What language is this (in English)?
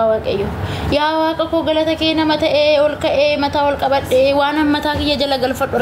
Oromo